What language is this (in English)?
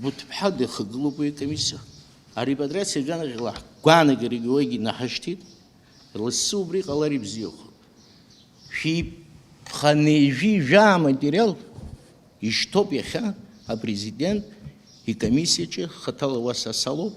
Abkhazian